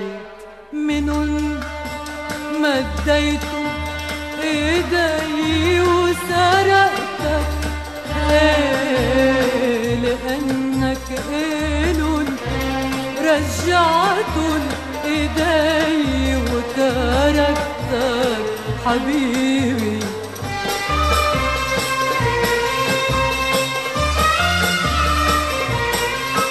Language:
North Levantine Arabic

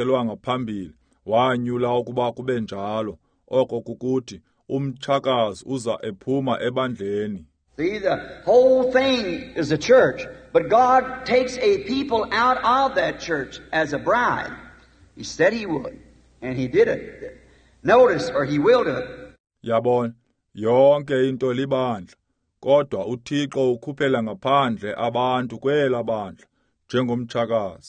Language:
Xhosa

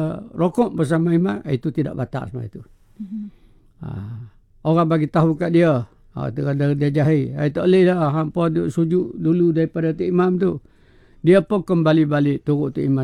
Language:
Malay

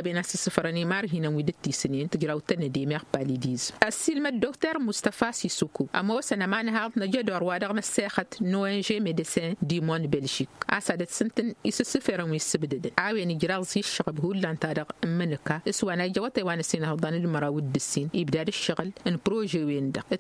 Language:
Tamasheq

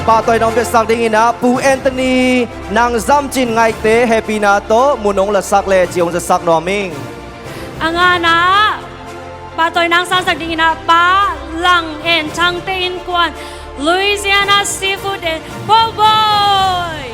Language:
Tedim Chin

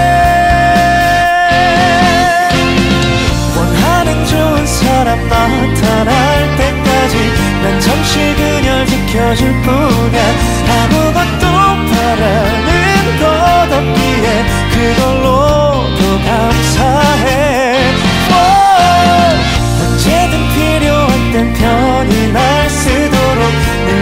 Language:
Korean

